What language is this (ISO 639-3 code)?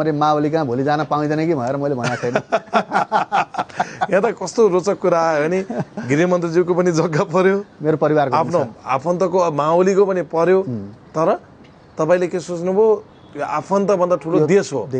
nep